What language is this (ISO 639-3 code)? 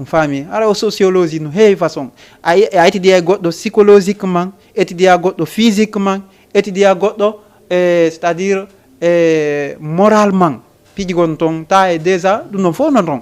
ful